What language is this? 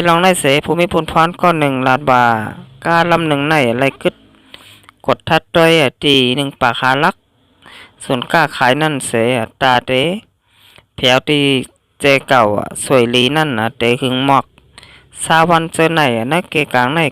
Shan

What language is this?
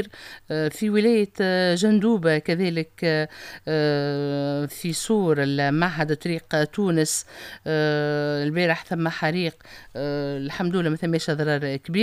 Tunisian Arabic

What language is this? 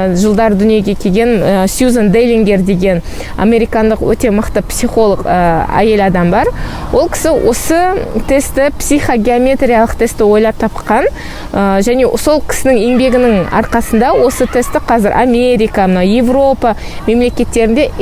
Kazakh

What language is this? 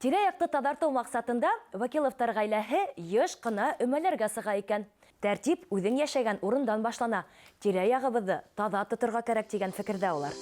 Bashkir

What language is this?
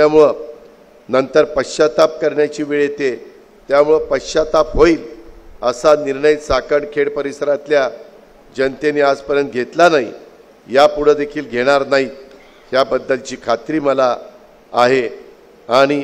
Marathi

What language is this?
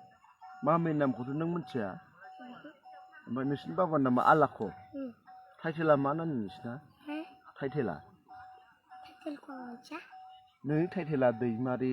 Bodo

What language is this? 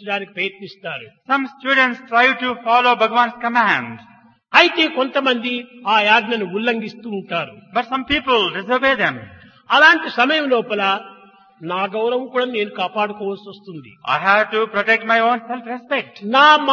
Telugu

